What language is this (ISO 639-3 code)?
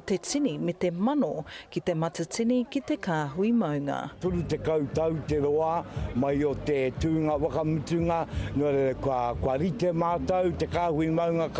mri